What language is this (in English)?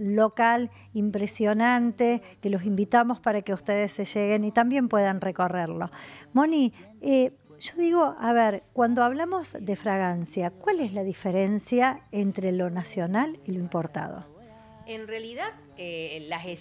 Spanish